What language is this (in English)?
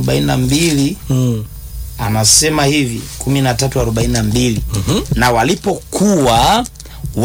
Swahili